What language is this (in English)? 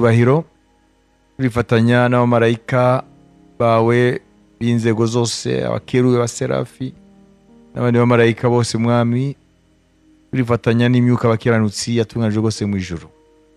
Kinyarwanda